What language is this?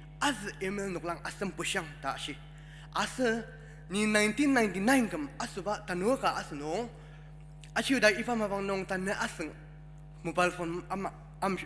Ao Naga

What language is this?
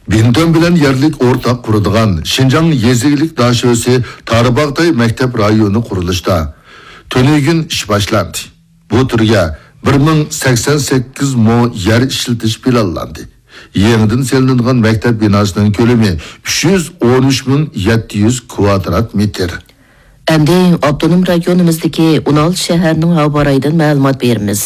Uyghur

